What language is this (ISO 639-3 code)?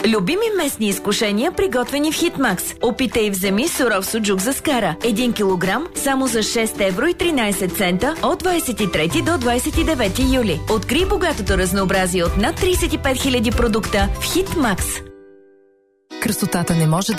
bul